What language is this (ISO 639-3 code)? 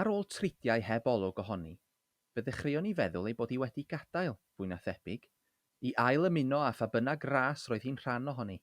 cym